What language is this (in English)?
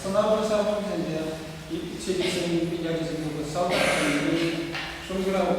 Chuvash